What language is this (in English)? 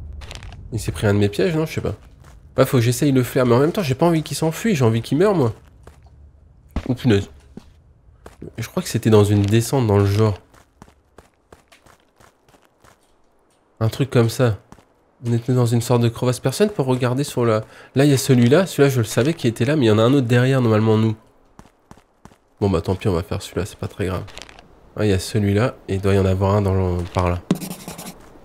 French